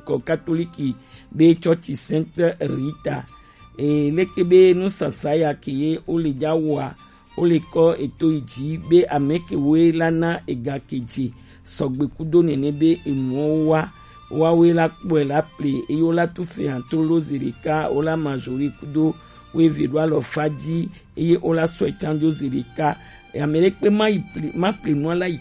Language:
Gen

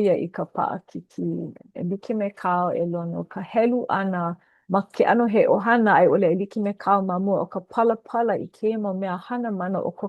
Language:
Hawaiian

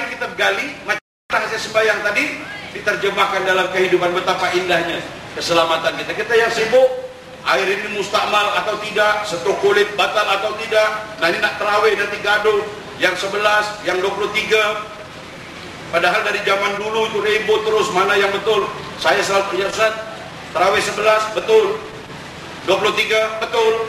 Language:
Malay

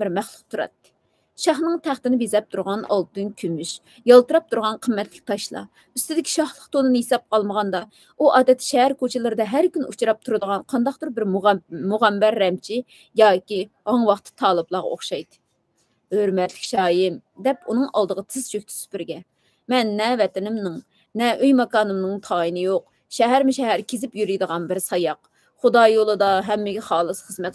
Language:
Uyghur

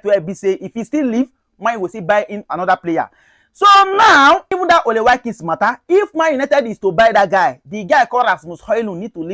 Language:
Nigerian Pidgin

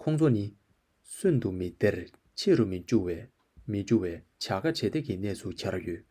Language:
Tibetan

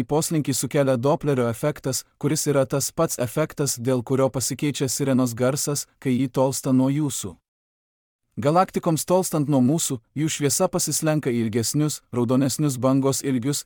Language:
Lithuanian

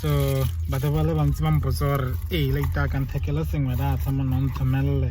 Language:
Tswana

